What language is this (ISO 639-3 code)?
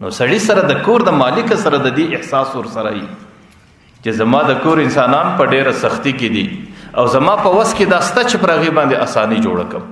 pus